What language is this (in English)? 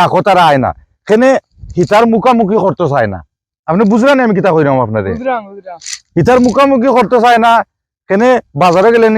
Sylheti